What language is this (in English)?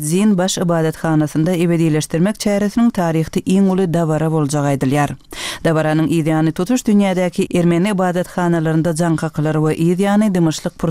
Turkmen